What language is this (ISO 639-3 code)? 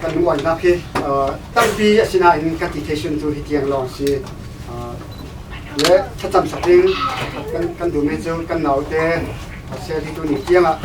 cfm